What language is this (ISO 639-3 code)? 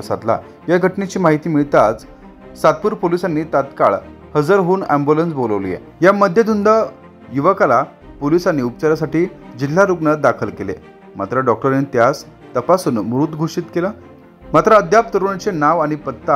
mar